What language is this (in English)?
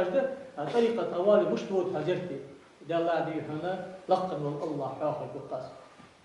Ingush